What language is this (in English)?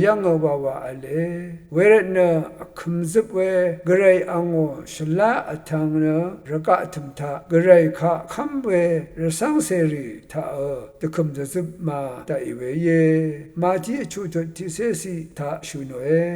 Rawang